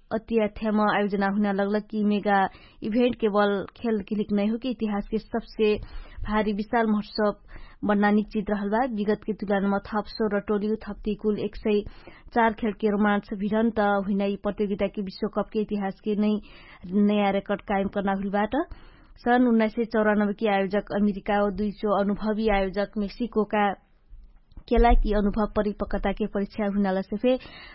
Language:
Dangaura Tharu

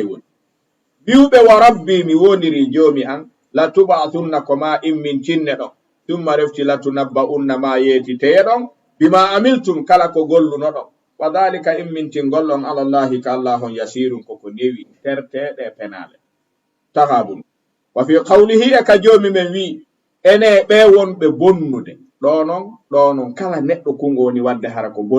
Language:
Fula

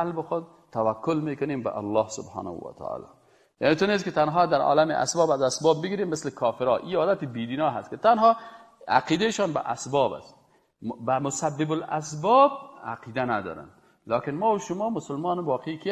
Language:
Persian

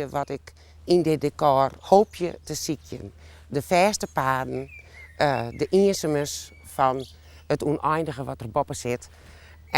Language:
Western Frisian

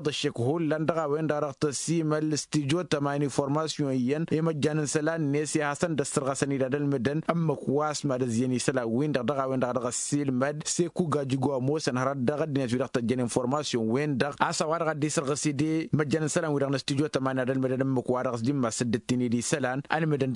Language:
Tamasheq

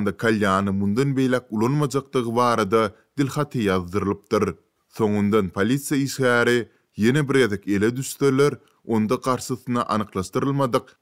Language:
Turkmen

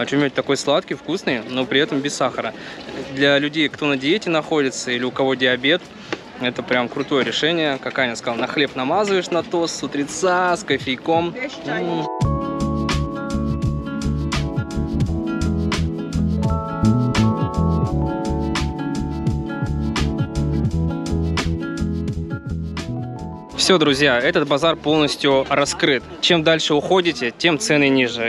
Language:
Russian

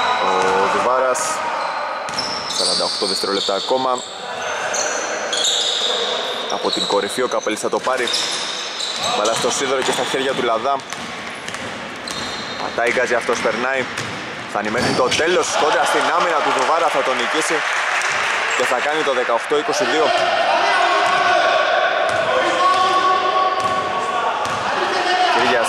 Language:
Greek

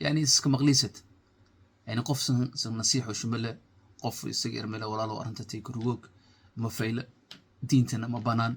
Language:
Somali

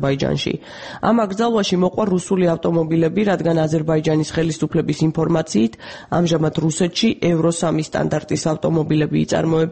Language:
Georgian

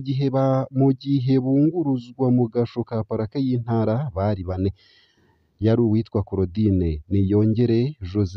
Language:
Rundi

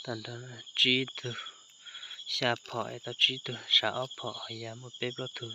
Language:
Hmong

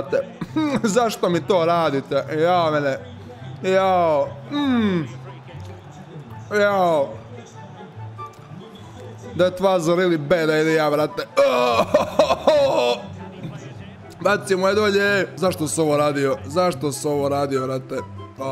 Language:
Croatian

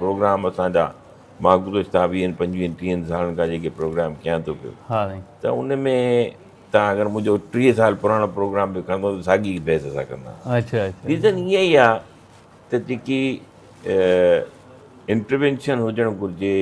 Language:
Sindhi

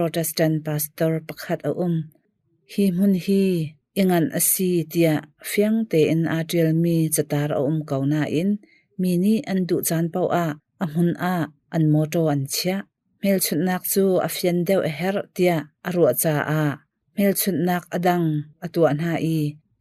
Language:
Hakha Chin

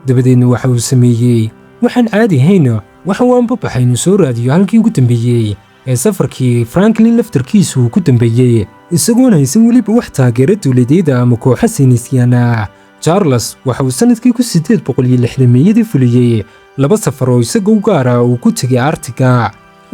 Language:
Somali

